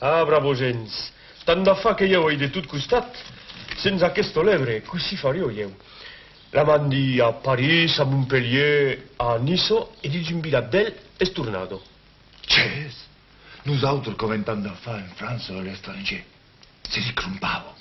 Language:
Occitan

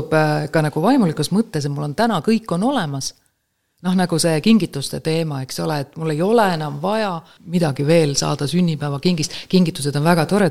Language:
Estonian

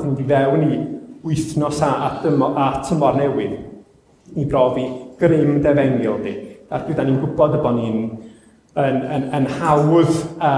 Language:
Welsh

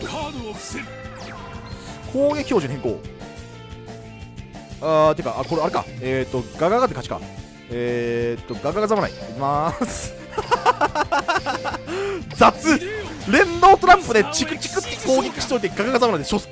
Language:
Japanese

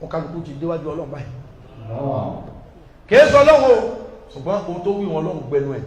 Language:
Yoruba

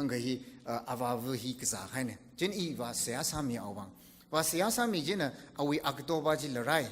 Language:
Tangkhul Naga (India)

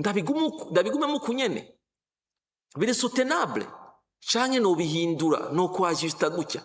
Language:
Rundi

